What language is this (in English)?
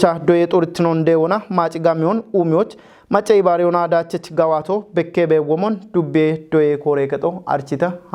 Kafa